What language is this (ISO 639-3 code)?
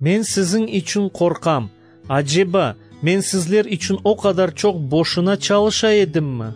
crh